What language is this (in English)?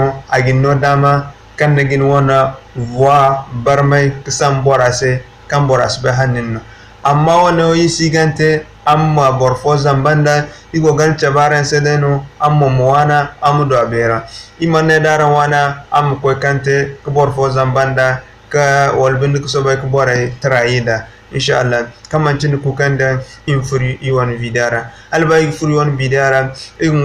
Zarma